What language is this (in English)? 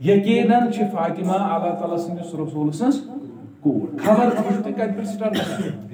Kashmiri